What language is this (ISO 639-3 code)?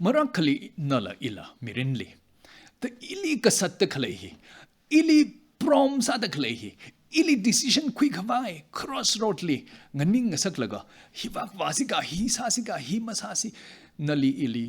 nmf